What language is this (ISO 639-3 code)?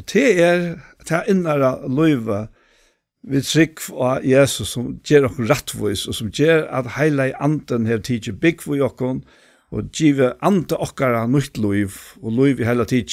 fao